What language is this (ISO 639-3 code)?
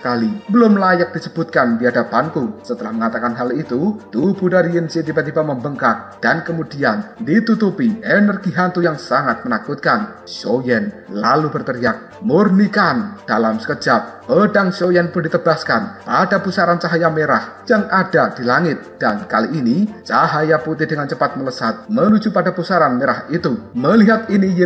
ind